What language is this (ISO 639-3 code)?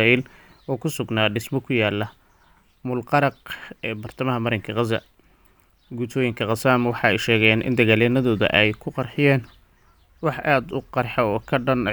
som